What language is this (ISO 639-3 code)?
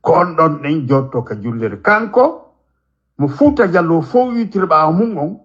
ful